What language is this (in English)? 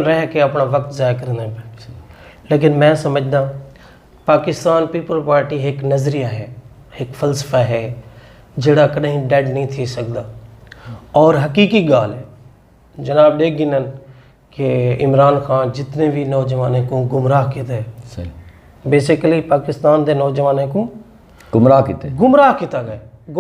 Saraiki